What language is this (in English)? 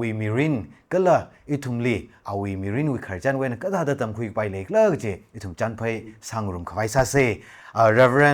Tangkhul Naga (India)